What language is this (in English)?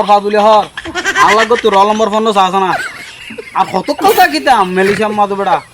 Rohingya